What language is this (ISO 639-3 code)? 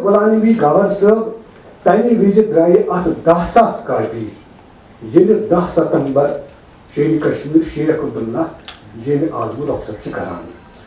kas